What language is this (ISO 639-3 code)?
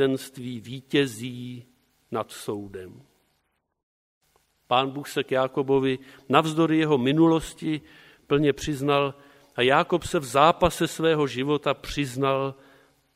ces